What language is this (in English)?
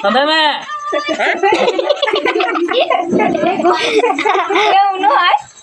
Santali